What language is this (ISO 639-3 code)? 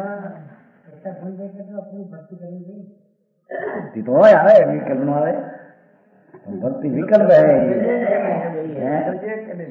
guj